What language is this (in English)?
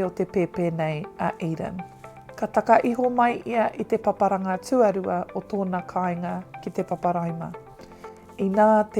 Māori